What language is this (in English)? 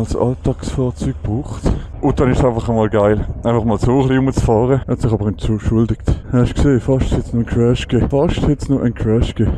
Swiss German